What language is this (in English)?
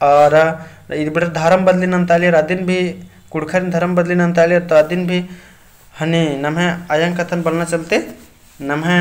Kurukh